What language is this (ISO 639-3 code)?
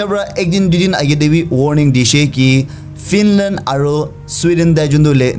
nag